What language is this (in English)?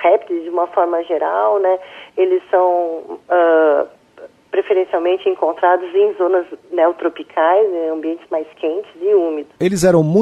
Portuguese